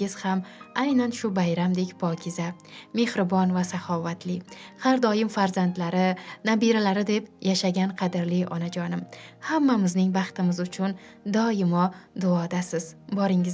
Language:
Uzbek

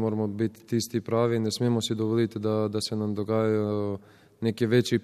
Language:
Slovenian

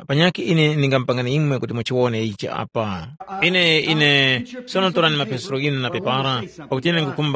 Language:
Tumbuka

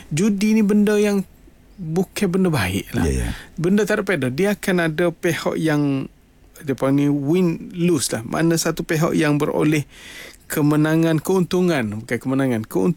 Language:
Malay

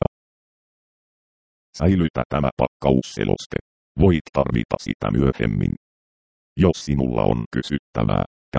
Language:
Finnish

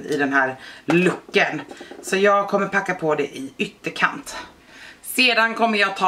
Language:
Swedish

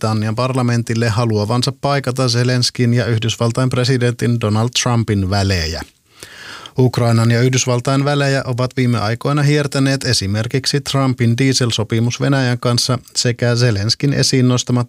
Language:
Finnish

